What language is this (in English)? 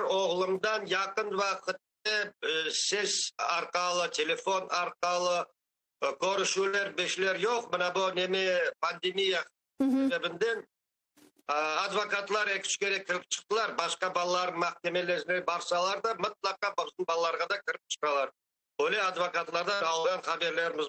Crimean Tatar